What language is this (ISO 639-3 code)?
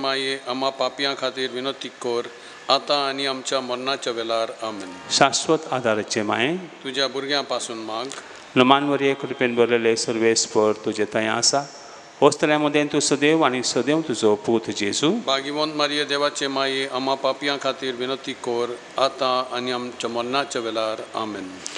kok